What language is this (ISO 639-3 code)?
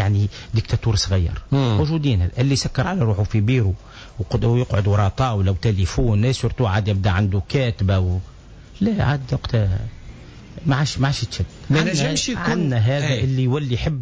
aeb